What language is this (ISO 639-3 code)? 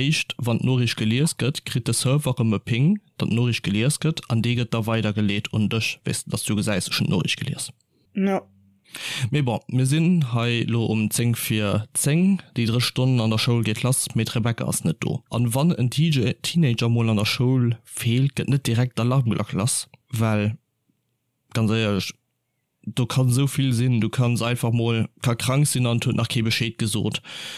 ltz